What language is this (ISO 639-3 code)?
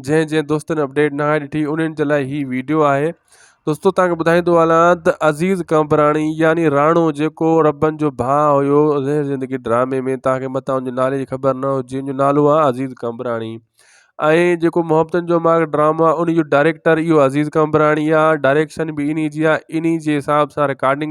snd